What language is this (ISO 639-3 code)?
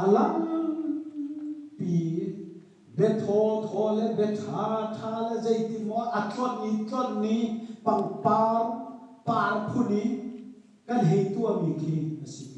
cnh